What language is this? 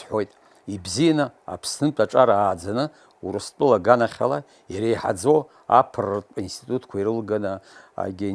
Abkhazian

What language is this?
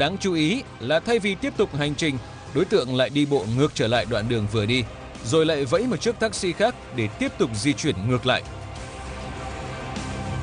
Vietnamese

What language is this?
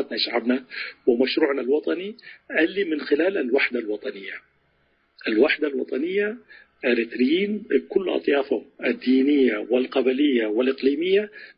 Tigre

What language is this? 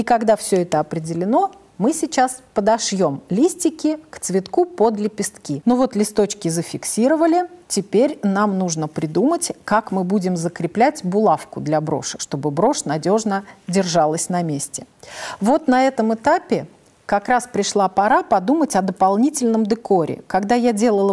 Russian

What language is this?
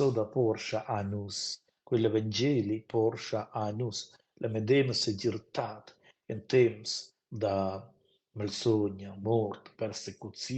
Romansh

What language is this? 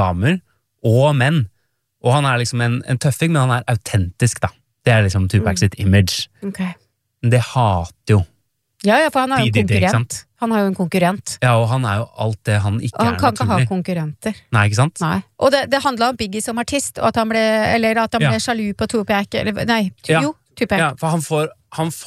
Norwegian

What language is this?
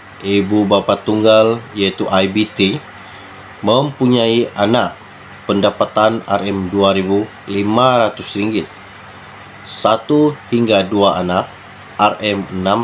Malay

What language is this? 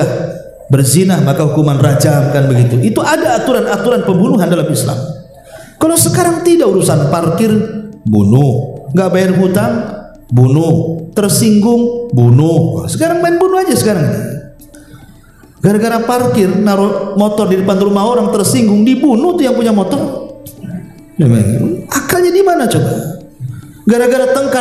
Indonesian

